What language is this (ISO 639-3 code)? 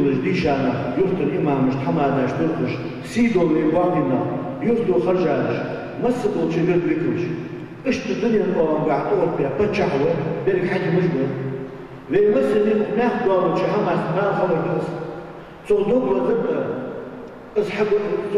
inh